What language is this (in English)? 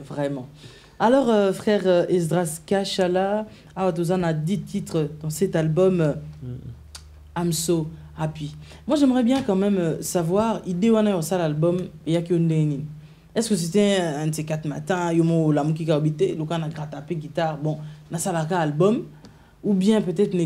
French